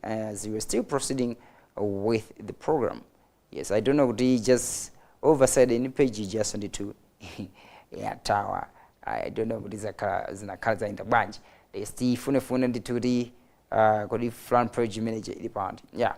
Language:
Nyanja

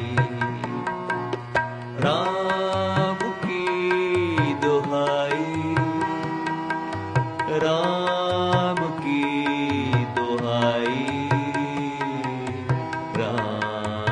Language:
Punjabi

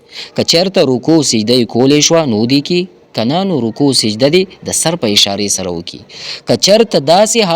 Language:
Pashto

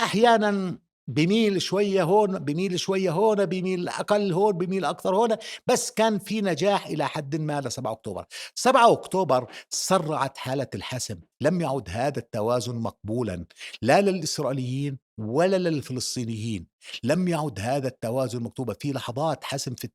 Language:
North Levantine Arabic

